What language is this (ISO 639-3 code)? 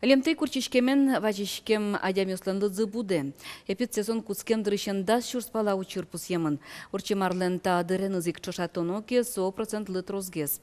udm